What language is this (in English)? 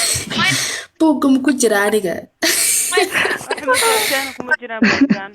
Somali